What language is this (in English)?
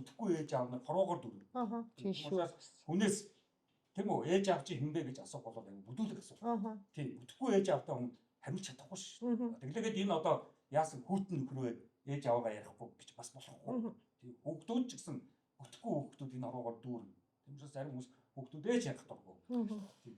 Mongolian